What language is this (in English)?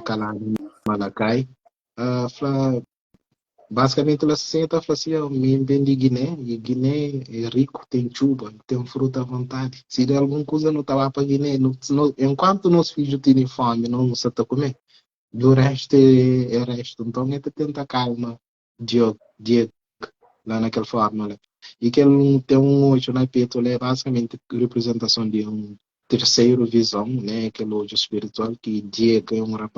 Kabuverdianu